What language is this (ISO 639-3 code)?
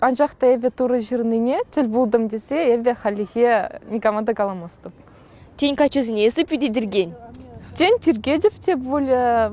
chv